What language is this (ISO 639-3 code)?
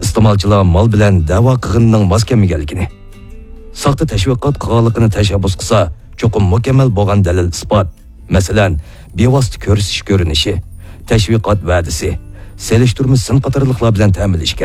uig